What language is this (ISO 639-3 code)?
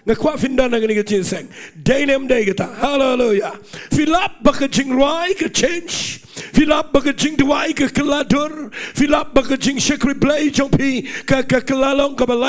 kha